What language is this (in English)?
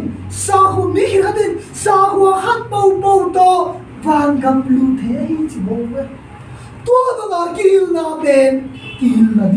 Tedim Chin